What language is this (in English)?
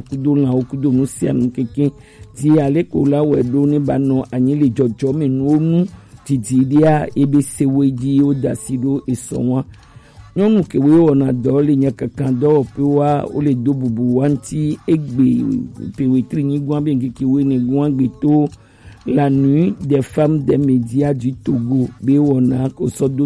Gen